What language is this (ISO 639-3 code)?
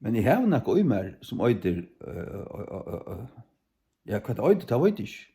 fao